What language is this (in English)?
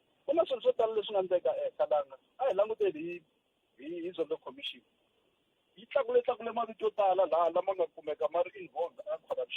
Tsonga